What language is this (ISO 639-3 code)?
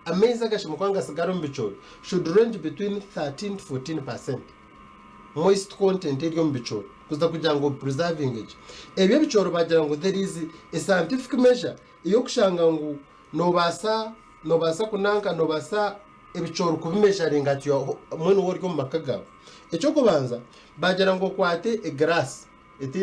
nyn